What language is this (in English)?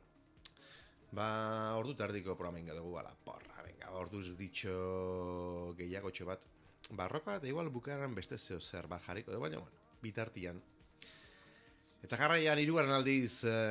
Basque